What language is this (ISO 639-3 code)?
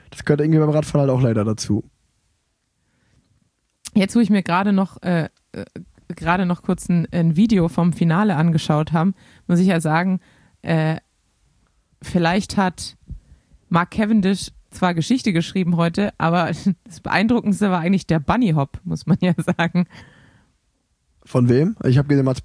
deu